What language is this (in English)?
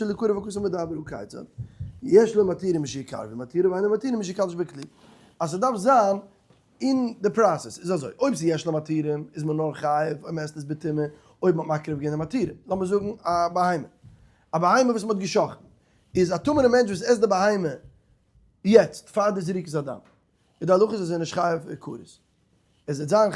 Yiddish